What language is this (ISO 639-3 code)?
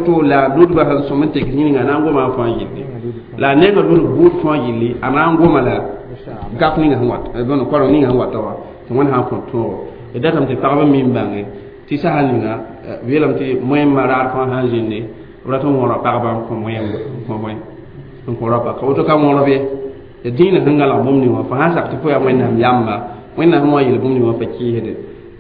mos